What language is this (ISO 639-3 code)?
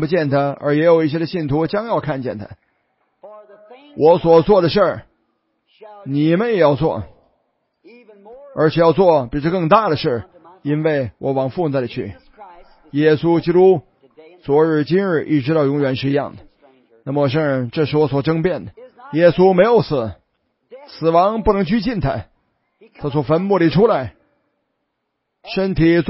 zho